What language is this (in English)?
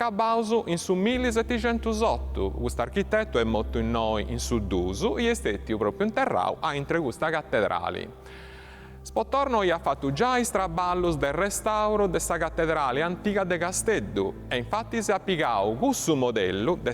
Sardinian